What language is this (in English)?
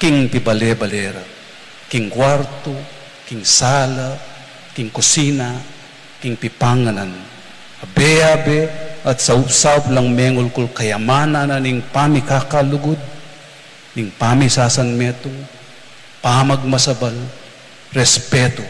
Pampanga